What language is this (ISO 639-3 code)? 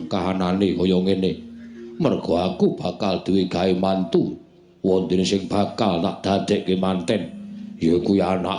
jav